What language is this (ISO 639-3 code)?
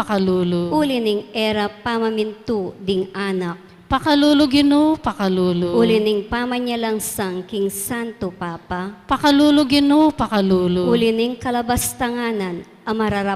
pam